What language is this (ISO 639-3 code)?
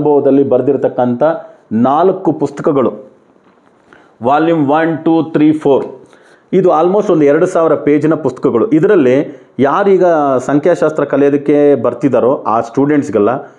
kan